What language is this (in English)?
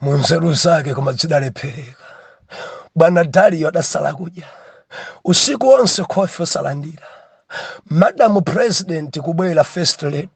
Nyanja